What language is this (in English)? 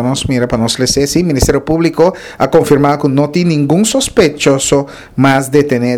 Papiamento